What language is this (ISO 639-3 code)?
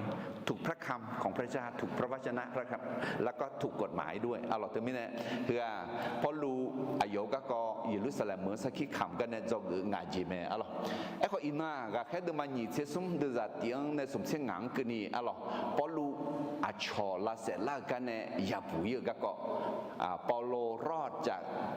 ahk